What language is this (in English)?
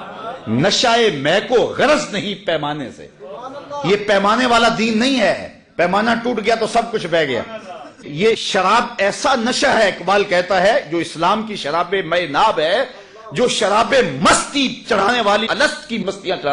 Urdu